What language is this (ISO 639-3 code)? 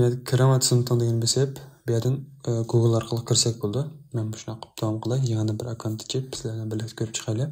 uig